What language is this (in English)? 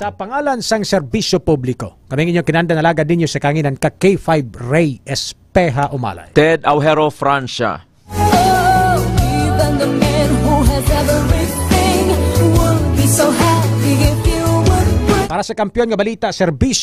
Hiligaynon